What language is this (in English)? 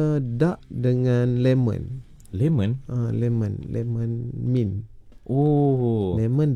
Malay